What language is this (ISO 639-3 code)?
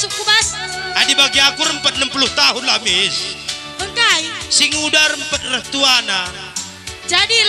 btx